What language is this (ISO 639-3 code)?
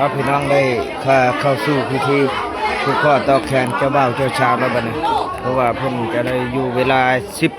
lao